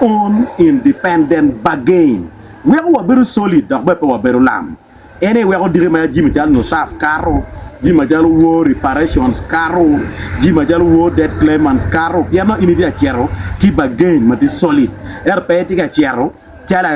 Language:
Acoli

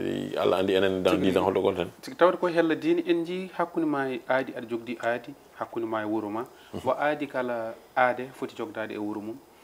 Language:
Fula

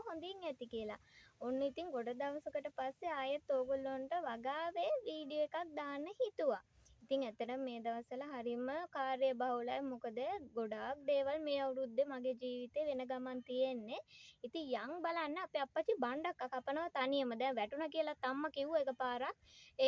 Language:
Sinhala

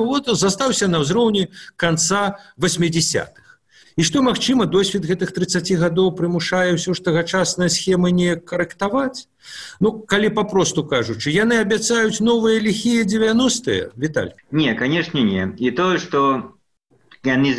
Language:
Belarusian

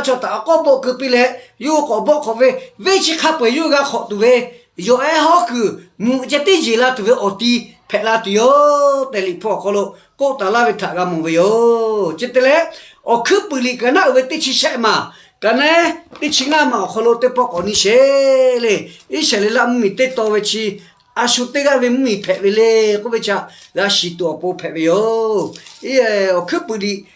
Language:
Lahu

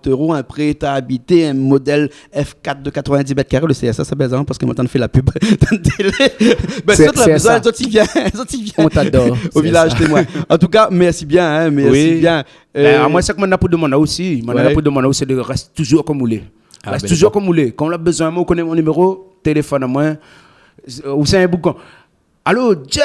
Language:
Réunion Creole French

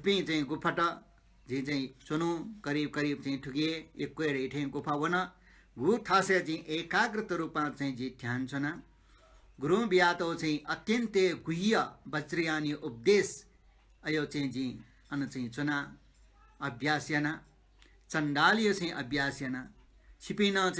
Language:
Newari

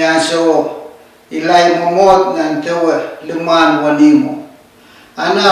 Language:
Pohnpeian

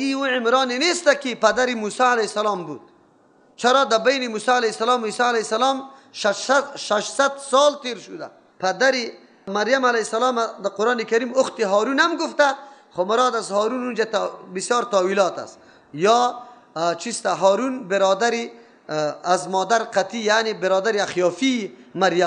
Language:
Persian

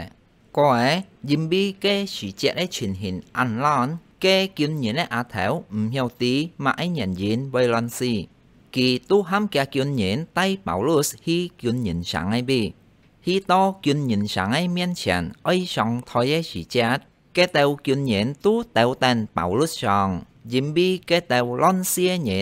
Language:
Hakka Chinese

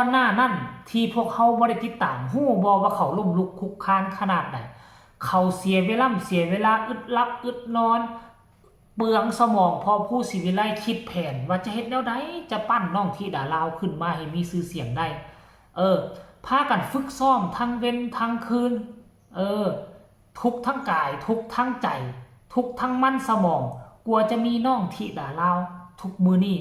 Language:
Northeastern Thai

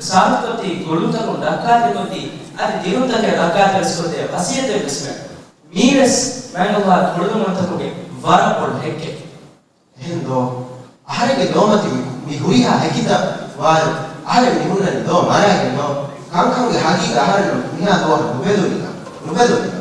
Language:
Divehi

